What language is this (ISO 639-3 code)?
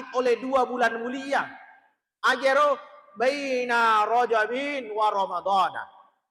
bug